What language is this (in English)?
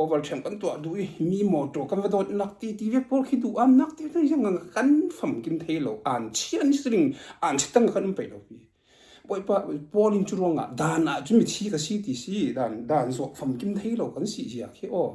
Falam Chin